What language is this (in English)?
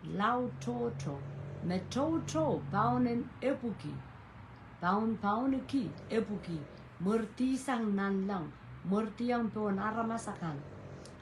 Pohnpeian